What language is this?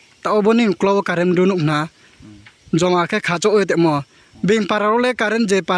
Riang (India)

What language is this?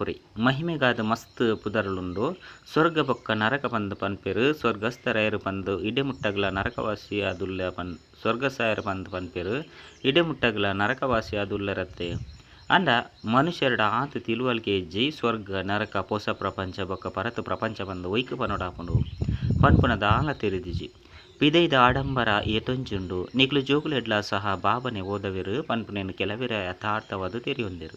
Tulu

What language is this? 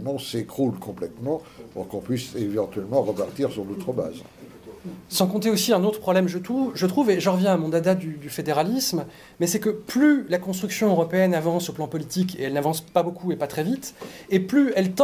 French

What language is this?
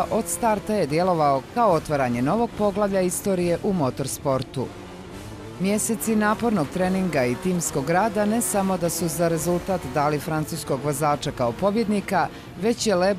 Bosnian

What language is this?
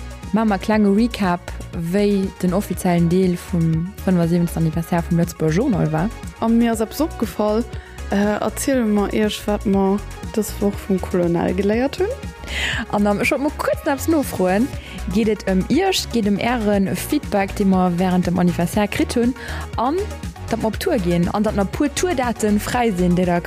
Luxembourgish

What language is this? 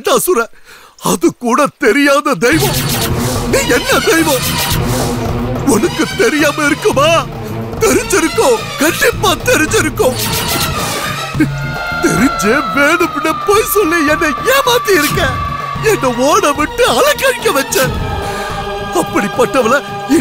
Tamil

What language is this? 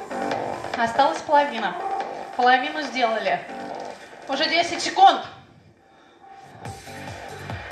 Russian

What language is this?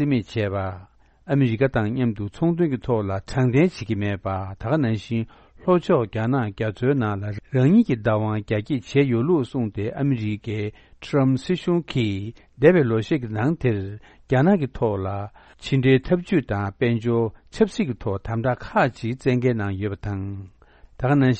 Tibetan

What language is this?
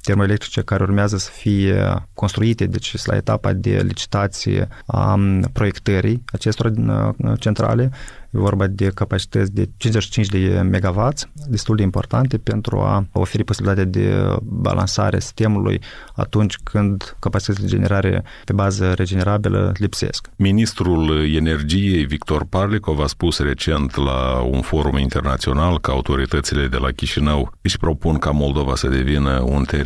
Romanian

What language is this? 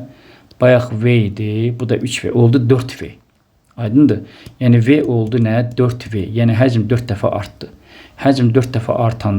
Azerbaijani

